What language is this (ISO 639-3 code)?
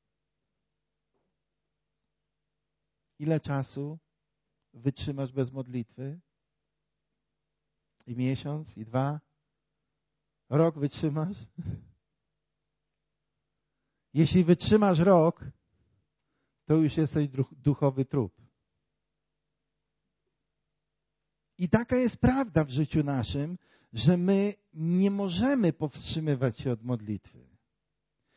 pol